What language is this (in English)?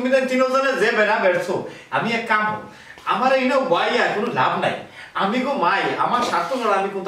Sylheti